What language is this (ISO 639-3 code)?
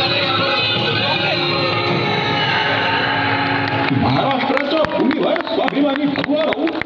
mar